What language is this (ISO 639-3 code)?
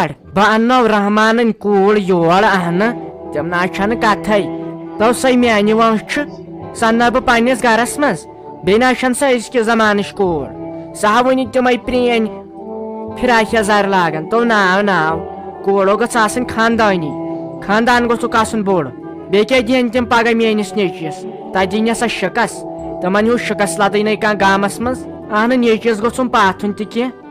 kas